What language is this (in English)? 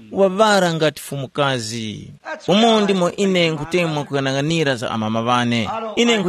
Tumbuka